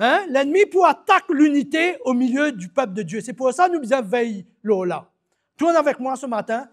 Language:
Morisyen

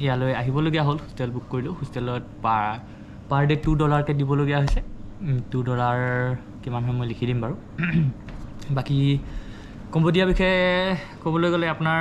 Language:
Assamese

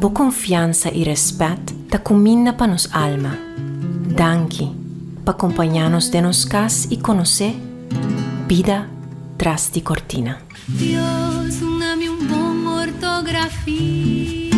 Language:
Papiamento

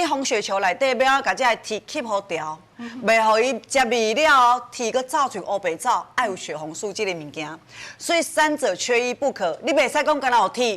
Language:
Min Nan Chinese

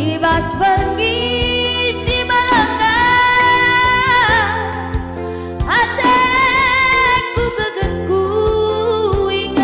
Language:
Batak Karo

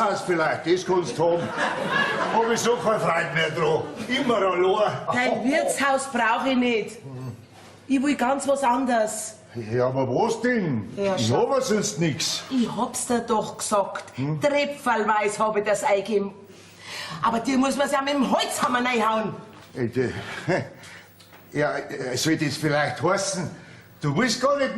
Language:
Bavarian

